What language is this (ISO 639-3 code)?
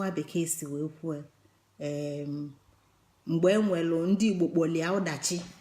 ibo